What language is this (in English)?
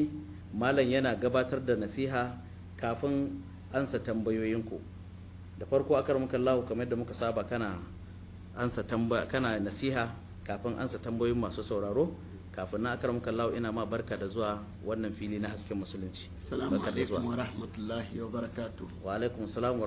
Hausa